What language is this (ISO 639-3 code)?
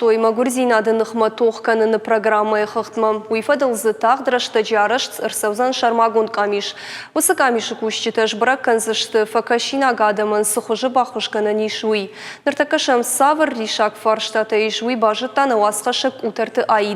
oss